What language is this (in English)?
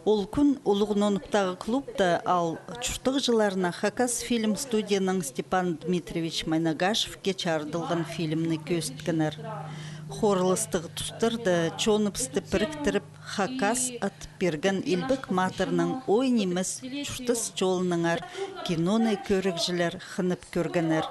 Khakas